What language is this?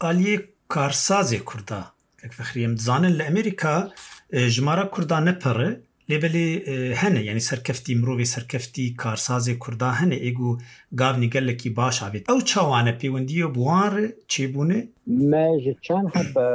Kurdish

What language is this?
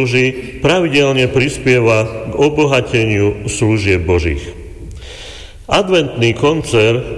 Slovak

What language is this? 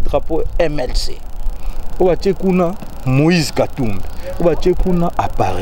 Lingala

